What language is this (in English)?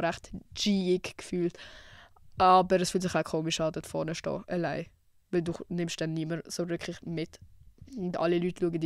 Swiss German